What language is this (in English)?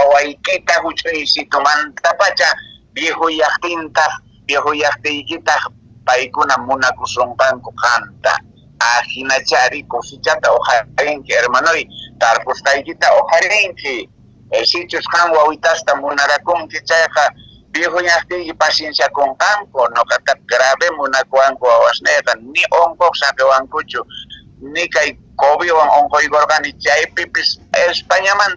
Quechua